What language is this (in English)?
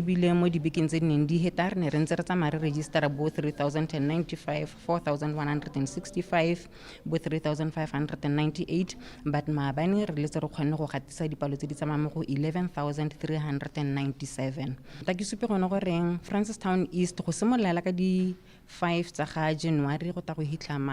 Tswana